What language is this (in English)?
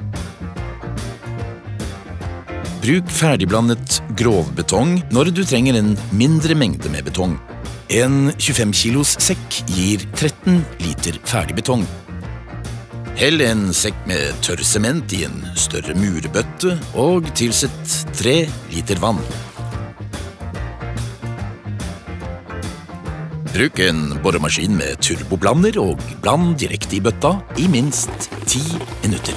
Norwegian